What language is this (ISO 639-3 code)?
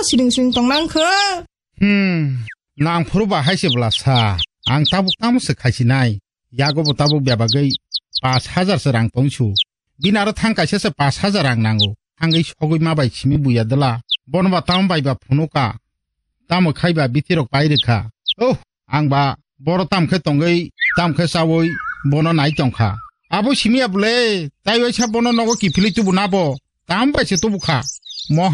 trp